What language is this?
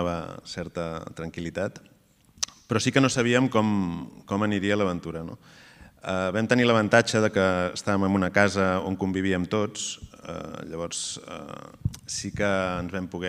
Catalan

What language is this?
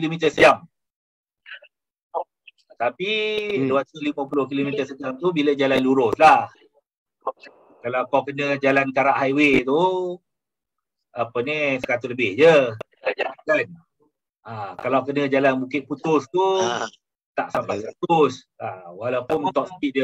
Malay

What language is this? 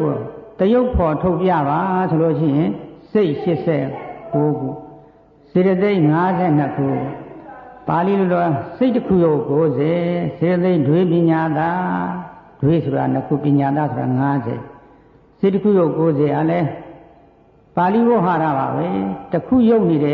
Burmese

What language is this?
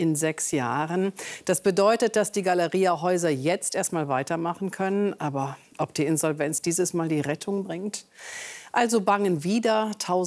German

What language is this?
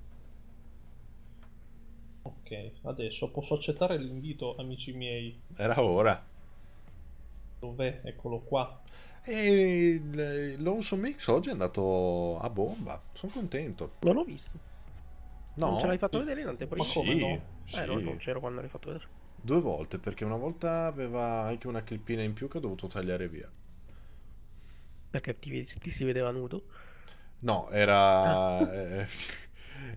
Italian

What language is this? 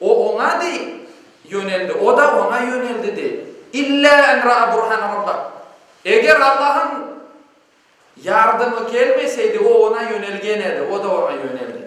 Crimean Tatar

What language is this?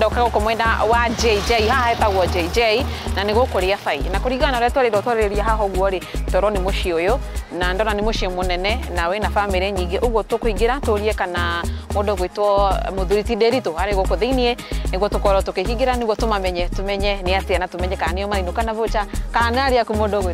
Kikuyu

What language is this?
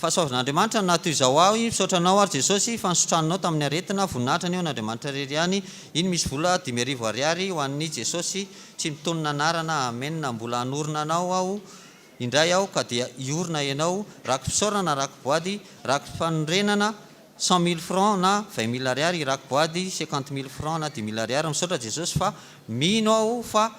Malagasy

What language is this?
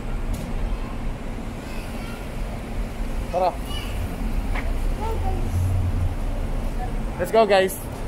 Filipino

